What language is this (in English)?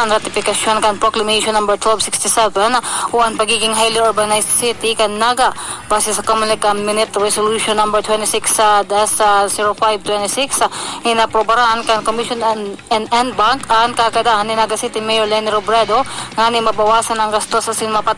Bikol